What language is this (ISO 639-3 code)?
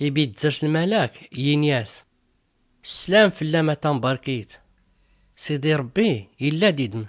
shi